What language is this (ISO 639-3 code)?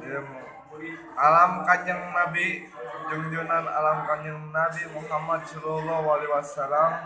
sun